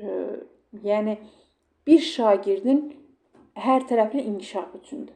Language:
Azerbaijani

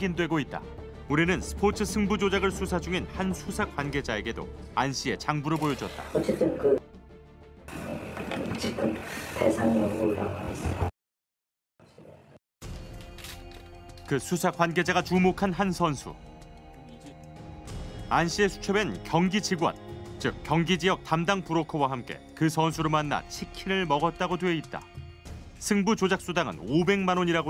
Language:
Korean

